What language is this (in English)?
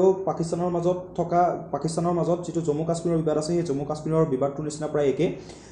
Assamese